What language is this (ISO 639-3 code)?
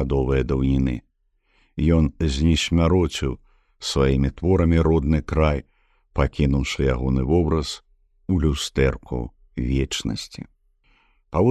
bel